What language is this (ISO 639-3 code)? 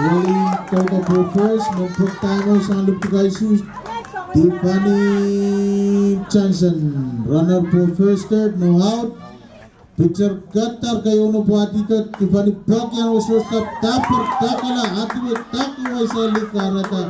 pon